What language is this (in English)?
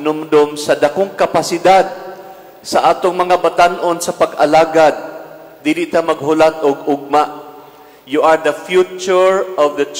Cebuano